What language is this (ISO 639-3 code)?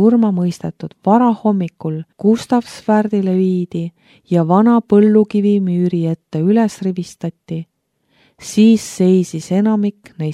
est